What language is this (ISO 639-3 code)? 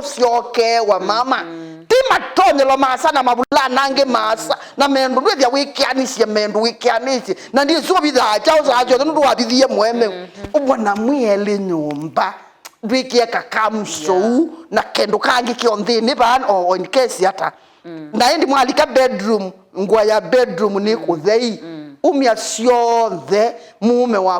kam